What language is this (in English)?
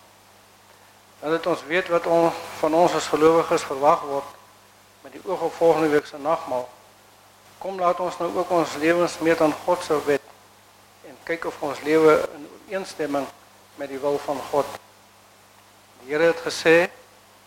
Afrikaans